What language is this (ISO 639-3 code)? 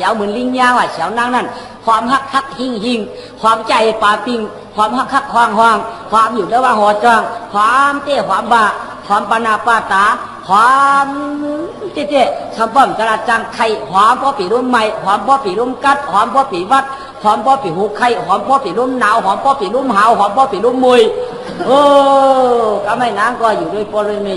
shn